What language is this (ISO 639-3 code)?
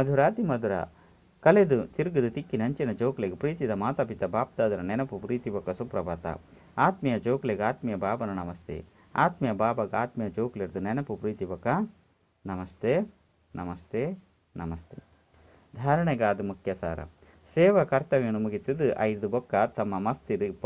tcy